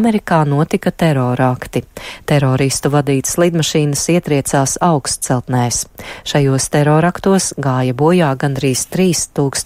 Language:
Latvian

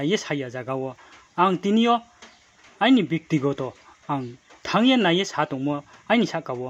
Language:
Riang (India)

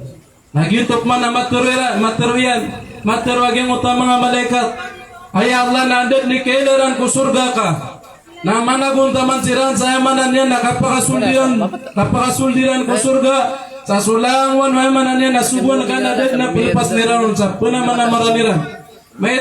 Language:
Maranao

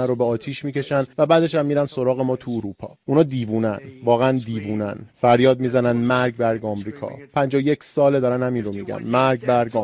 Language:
Persian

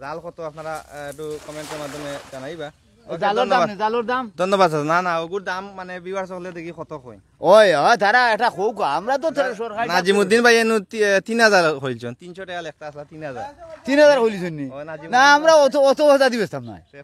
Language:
Sylheti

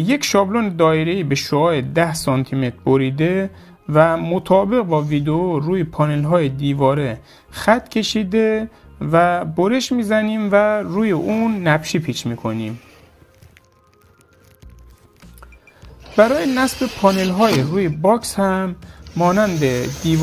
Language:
Persian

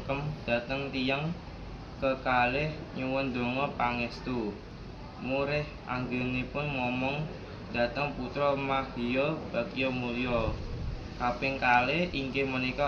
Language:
Javanese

